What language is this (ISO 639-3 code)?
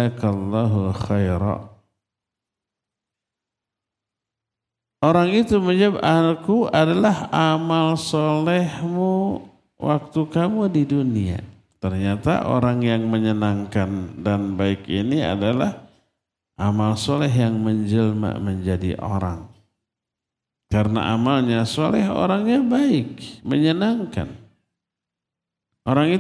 ind